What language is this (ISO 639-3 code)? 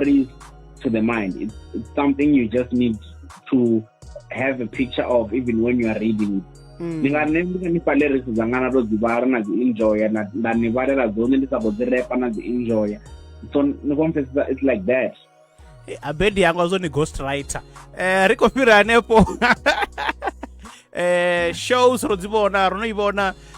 ven